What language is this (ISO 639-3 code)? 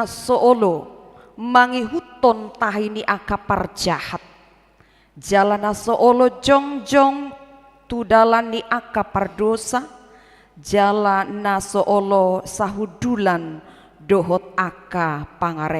bbc